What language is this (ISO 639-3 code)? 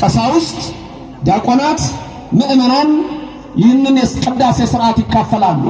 amh